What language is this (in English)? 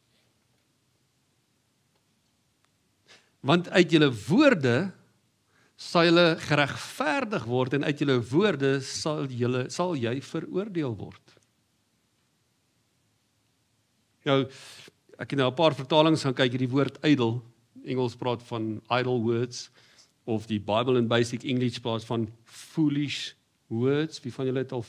Afrikaans